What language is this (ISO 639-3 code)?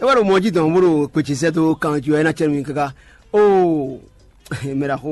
fon